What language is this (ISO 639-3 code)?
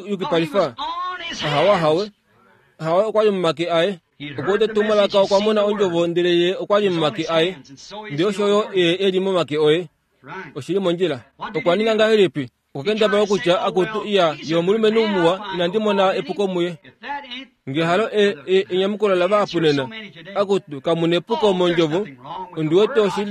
kua